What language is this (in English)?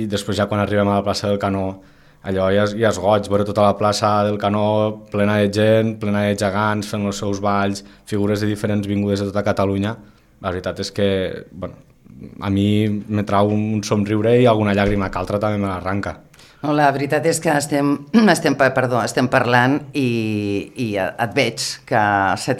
Catalan